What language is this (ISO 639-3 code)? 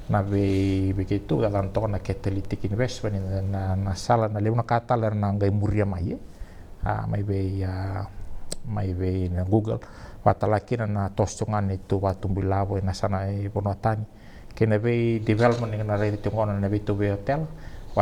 fij